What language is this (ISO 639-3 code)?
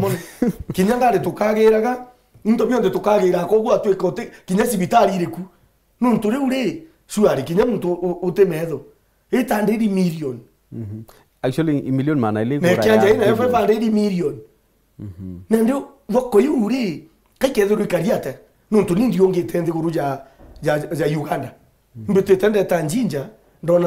mer